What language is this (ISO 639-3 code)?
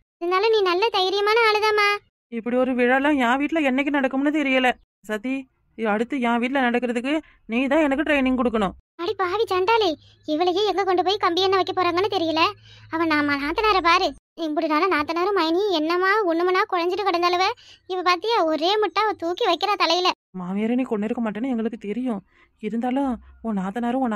tam